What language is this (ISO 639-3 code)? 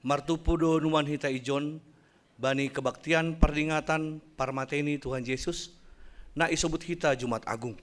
bts